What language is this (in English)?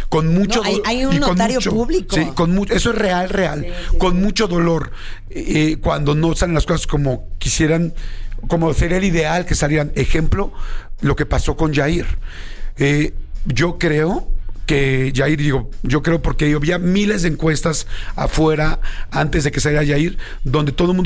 Spanish